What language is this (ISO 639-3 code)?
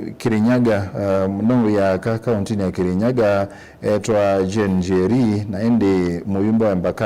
kam